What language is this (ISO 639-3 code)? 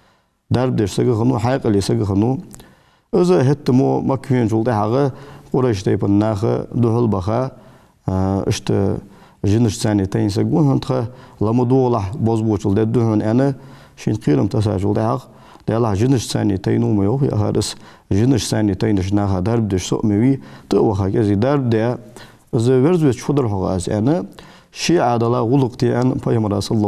inh